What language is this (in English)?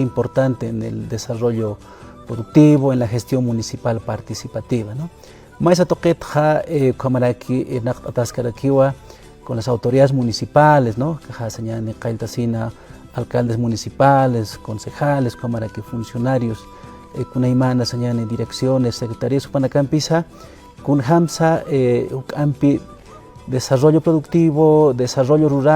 Aymara